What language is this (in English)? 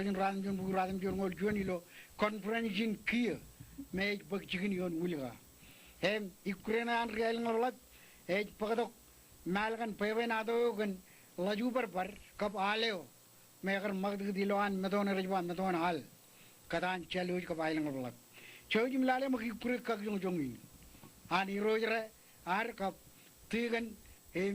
Marshallese